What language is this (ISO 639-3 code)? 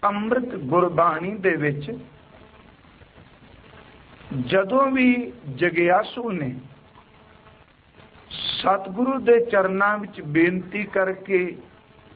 pan